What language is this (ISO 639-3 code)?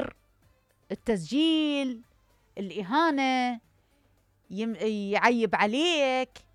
acm